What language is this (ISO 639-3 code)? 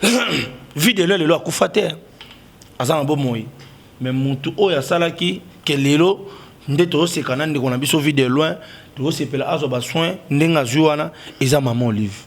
lin